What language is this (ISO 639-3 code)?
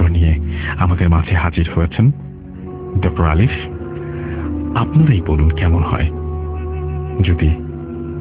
ben